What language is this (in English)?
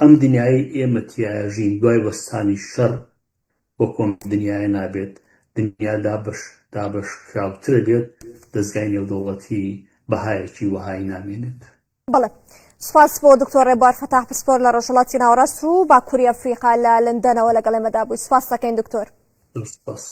Central Kurdish